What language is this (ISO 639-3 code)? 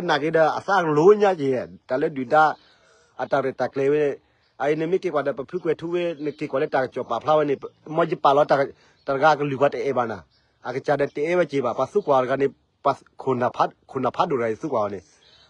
ksw